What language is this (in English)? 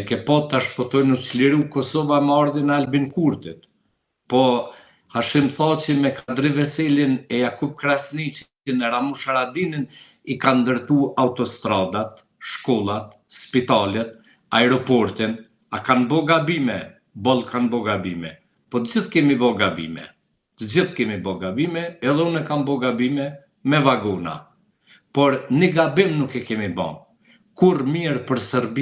Albanian